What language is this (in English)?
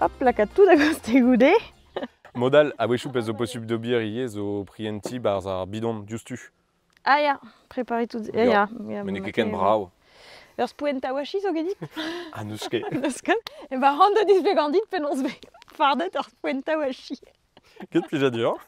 Breton